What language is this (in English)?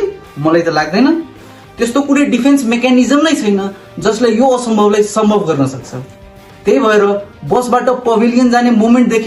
Nepali